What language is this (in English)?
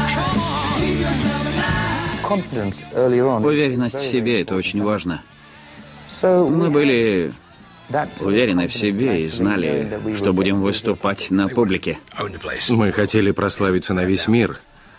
Russian